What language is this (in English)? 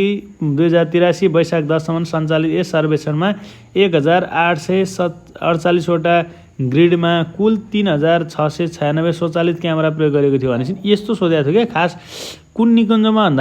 Nepali